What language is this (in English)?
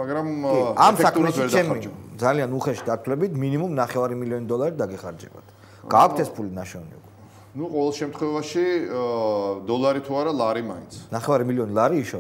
Georgian